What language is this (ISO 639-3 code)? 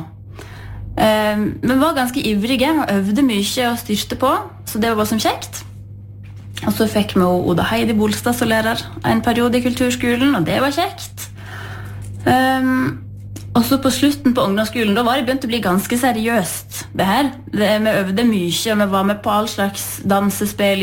nor